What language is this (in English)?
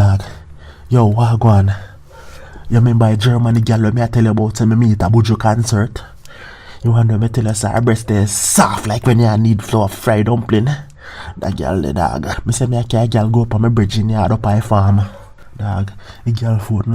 Jamaican Creole English